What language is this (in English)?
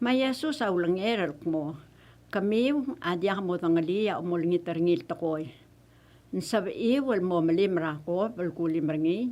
Palauan